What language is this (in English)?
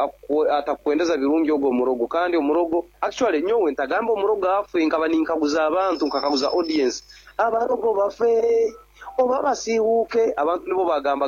Nyankole